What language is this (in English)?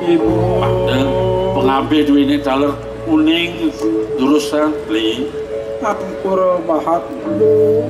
Balinese